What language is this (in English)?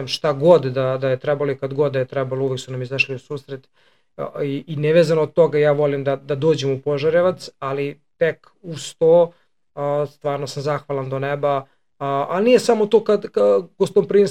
Serbian